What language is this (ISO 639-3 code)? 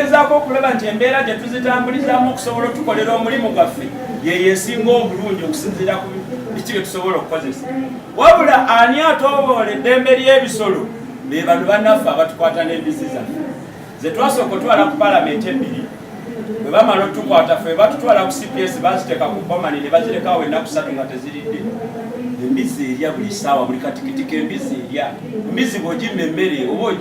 lug